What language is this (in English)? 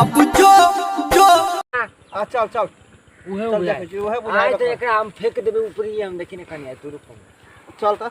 Maithili